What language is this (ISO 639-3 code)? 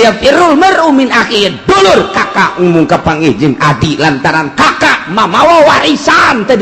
sun